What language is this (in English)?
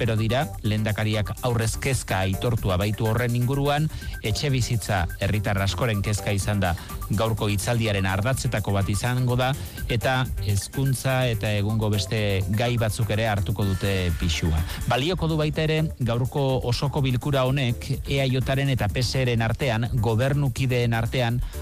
Basque